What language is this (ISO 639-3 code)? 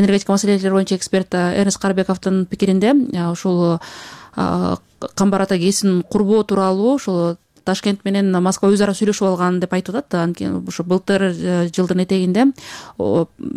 kir